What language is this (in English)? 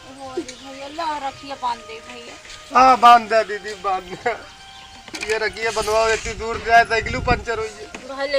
Awadhi